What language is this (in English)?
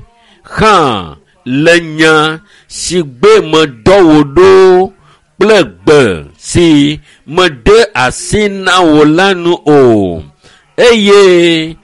Ewe